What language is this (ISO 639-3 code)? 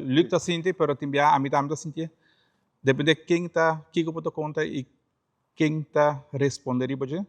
pap